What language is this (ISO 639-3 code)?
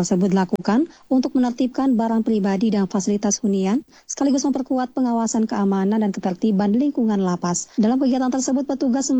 ind